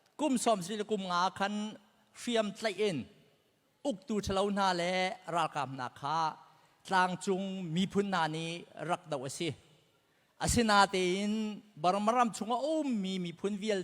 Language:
Hakha Chin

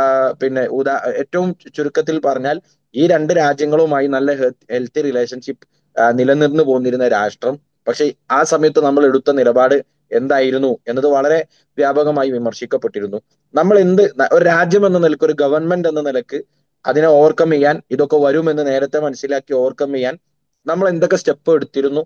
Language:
Malayalam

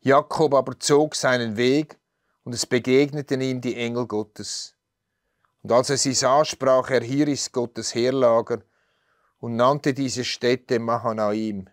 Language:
Swiss German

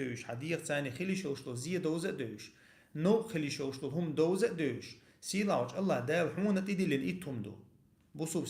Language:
Chechen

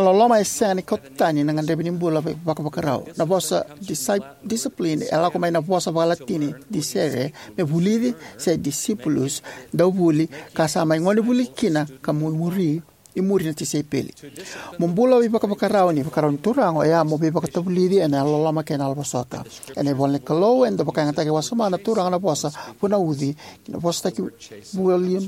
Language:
Fijian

